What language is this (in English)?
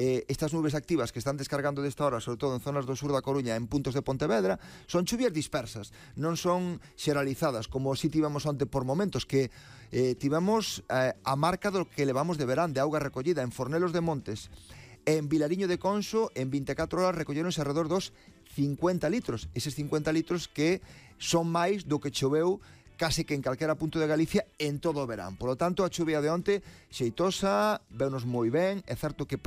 Galician